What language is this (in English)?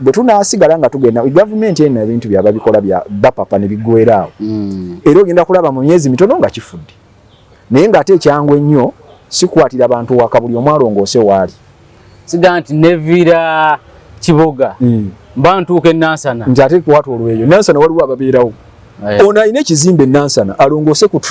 Ganda